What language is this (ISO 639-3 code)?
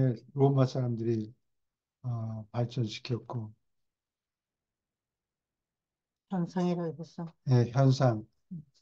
kor